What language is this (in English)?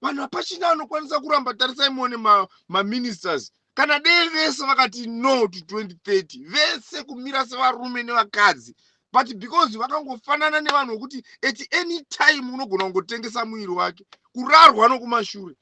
Shona